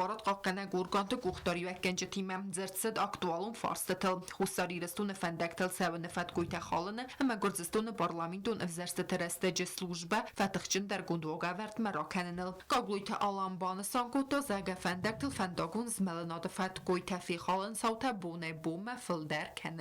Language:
Ossetic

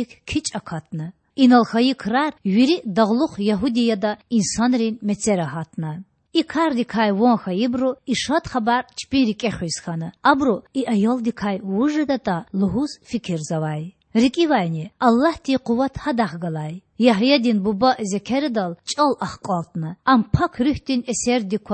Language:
Lezghian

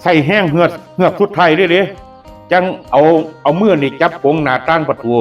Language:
Northeastern Thai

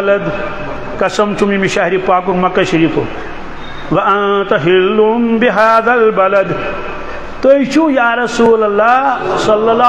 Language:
Kashmiri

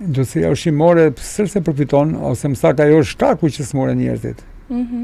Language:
Albanian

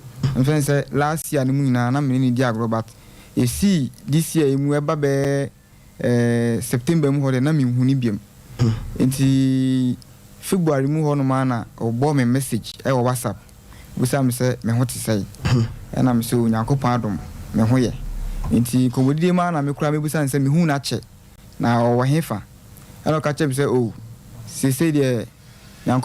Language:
Akan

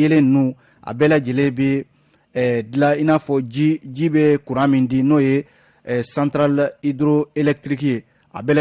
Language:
Bambara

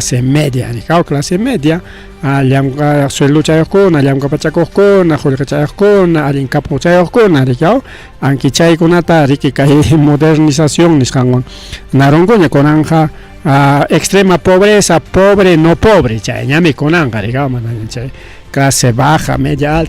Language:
Ayacucho Quechua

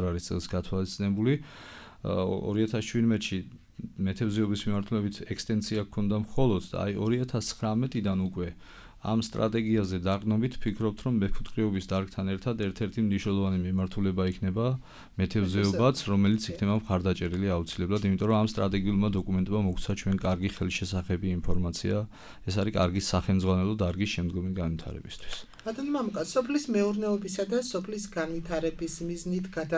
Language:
Georgian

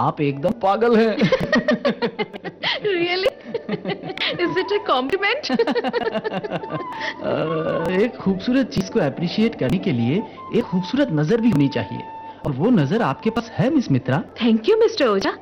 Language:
Hindi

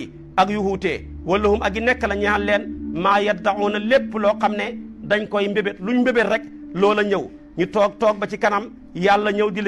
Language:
Wolof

